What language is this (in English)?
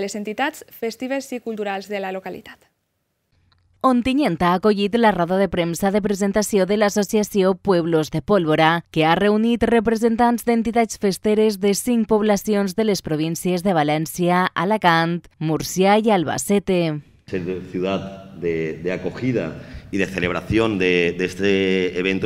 Catalan